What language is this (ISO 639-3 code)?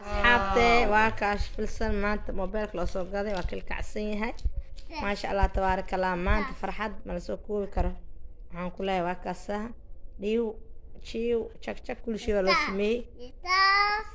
som